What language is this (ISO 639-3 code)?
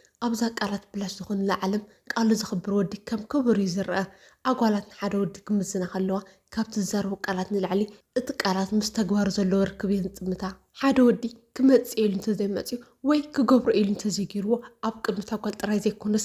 tir